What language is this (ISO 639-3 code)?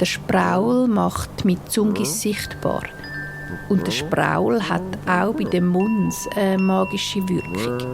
gsw